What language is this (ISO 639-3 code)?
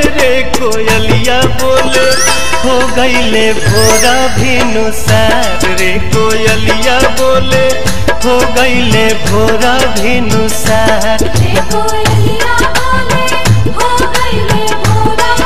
bho